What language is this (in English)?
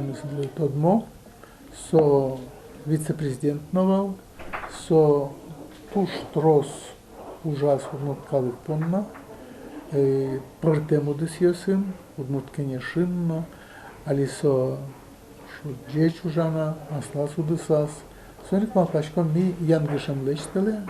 Udmurt